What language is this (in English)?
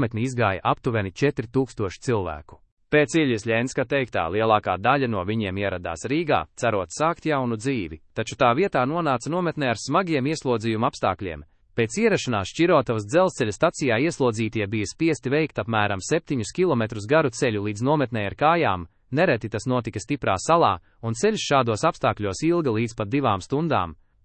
Latvian